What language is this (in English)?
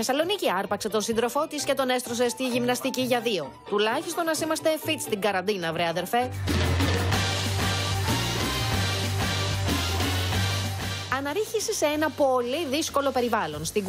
Greek